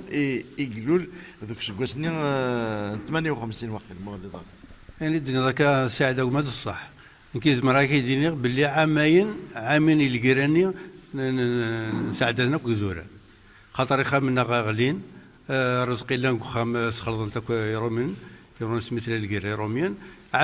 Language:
Kabyle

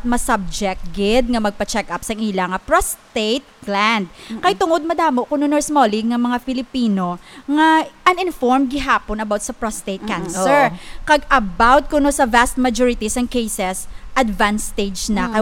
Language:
Hiligaynon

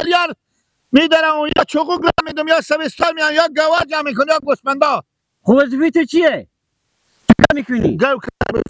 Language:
Persian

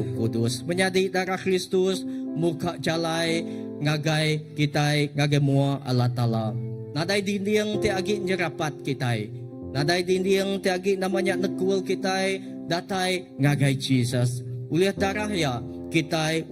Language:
Iban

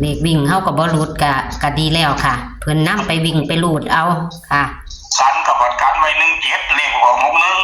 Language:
Northeastern Thai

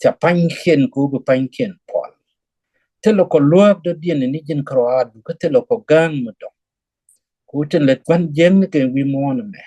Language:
Nuer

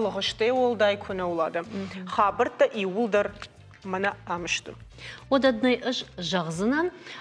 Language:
Ossetic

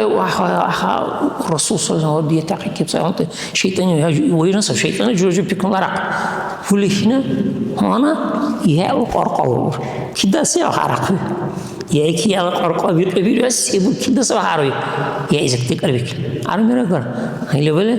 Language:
Dargwa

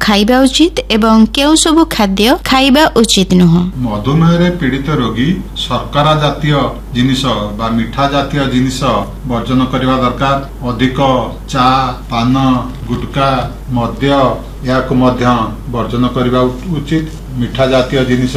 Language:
Odia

